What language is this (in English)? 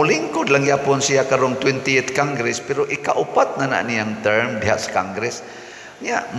Cebuano